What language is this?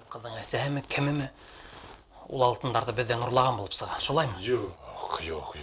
Bashkir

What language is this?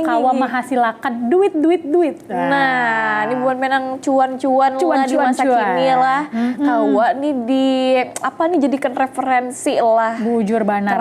Banjar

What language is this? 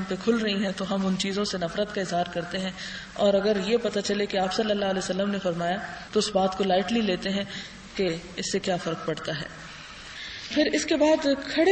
Urdu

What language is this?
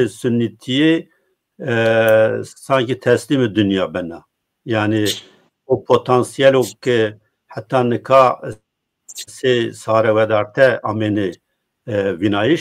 Zaza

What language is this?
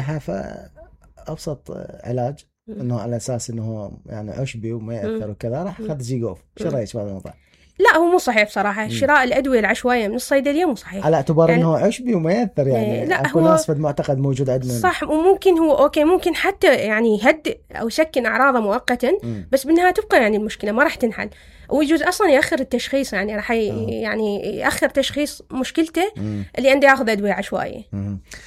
Mesopotamian Arabic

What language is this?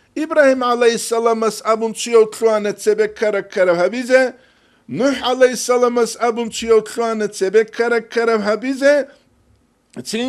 Avaric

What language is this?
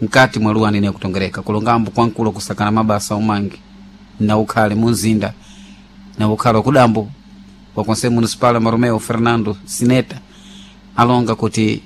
Sena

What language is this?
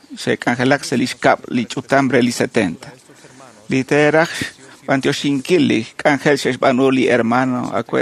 Kekchí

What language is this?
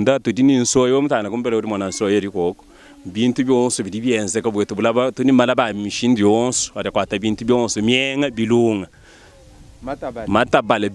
Luba-Lulua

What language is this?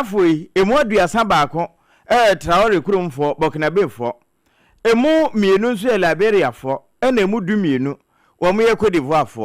Akan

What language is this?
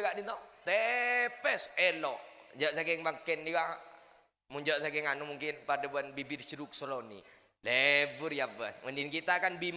Madurese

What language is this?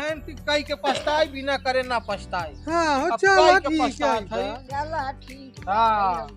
Awadhi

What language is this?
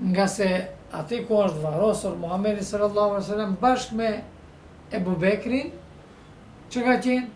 Albanian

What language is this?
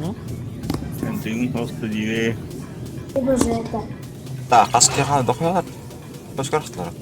Yakut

